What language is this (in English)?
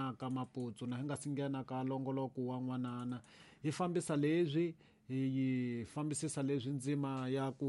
Tsonga